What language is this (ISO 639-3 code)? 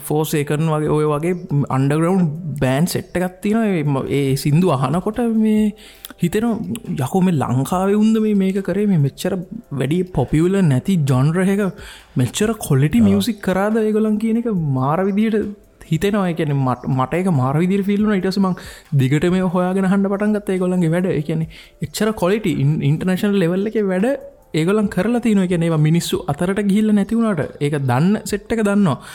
sin